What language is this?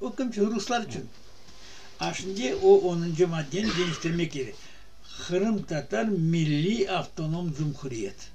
Crimean Tatar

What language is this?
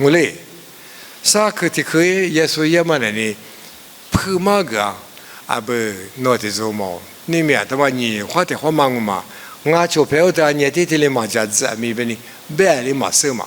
Lisu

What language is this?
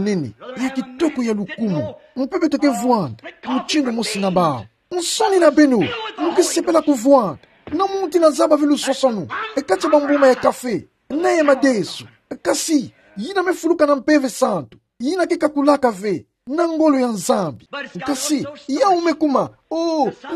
Kituba (Democratic Republic of Congo)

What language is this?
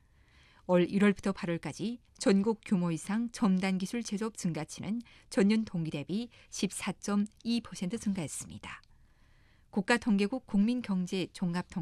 Korean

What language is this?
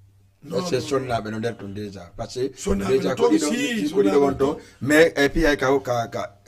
Fula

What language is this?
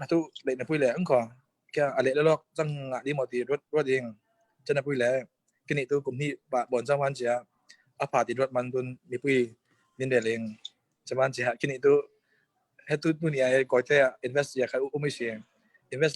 Falam Chin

